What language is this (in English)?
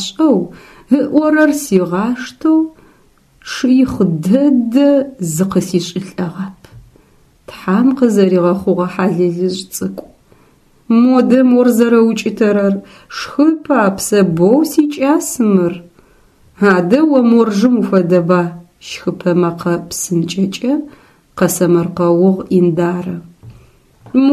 Adyghe